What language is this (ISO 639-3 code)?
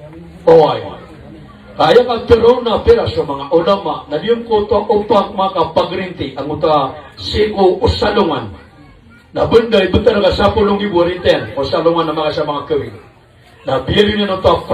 mrw